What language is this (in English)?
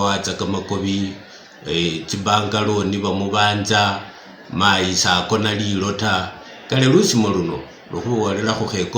Masaaba